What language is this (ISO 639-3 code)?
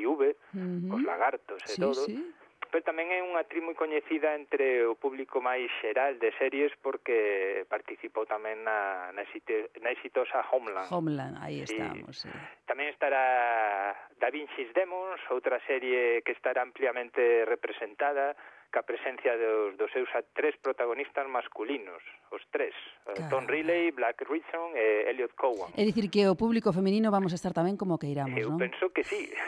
glg